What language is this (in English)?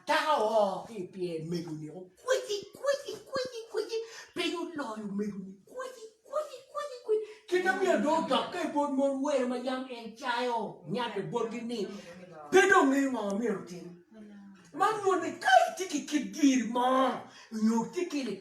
Acoli